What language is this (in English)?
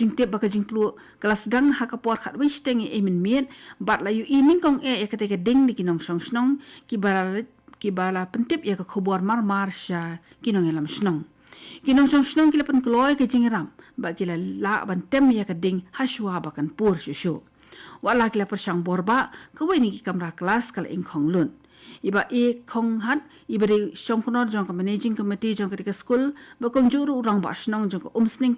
Khasi